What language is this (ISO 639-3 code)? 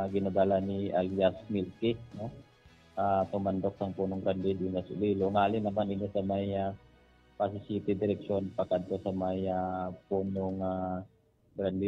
hil